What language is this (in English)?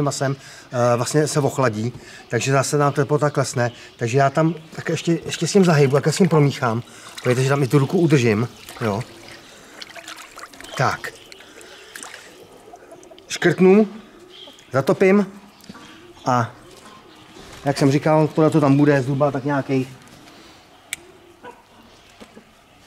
Czech